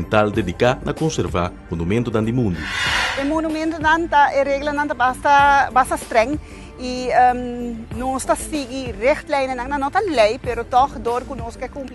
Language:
Papiamento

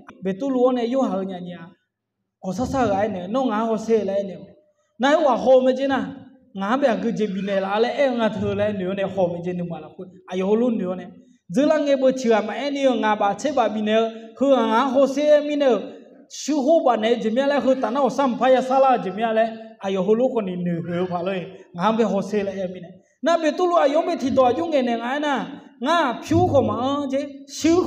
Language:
Akha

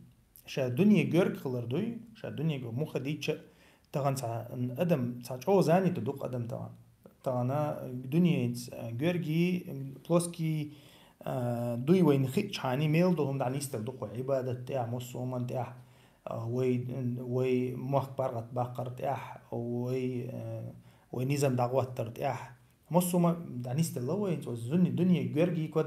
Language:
Chechen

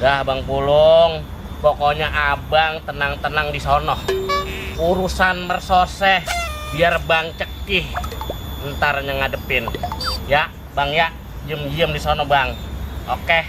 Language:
Betawi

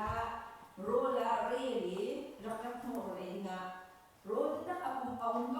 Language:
Hakha Chin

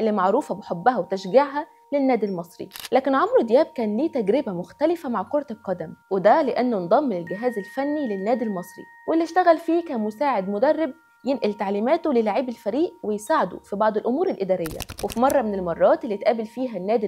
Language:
Egyptian Arabic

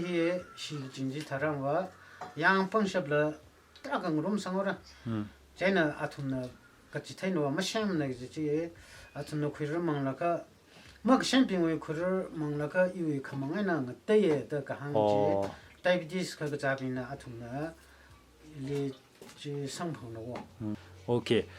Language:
Tangkhul Naga (India)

